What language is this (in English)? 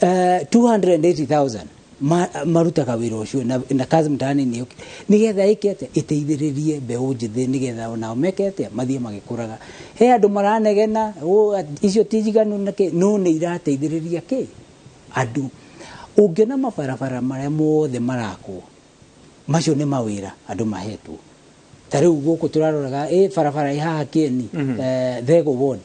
Kikuyu